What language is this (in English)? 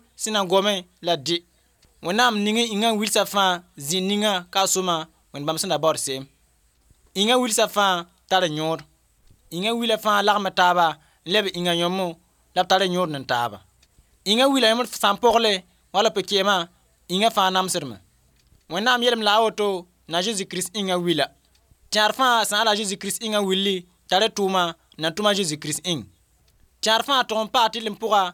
Mossi